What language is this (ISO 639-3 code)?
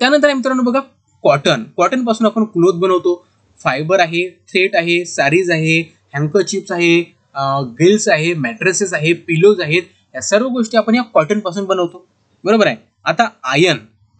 mar